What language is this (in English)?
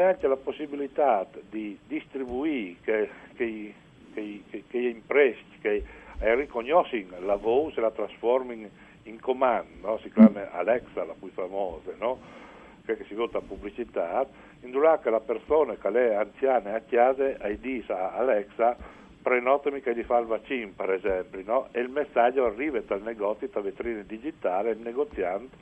Friulian